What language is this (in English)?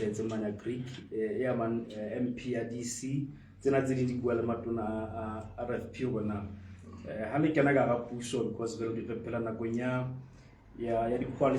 Southern Sotho